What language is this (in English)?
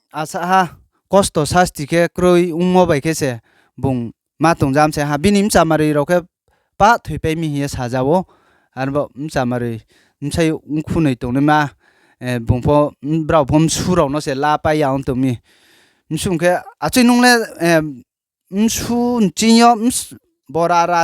Riang (India)